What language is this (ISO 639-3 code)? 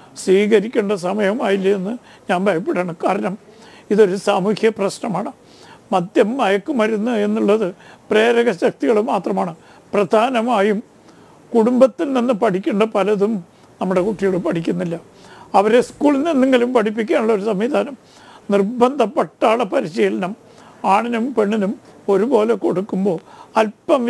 mal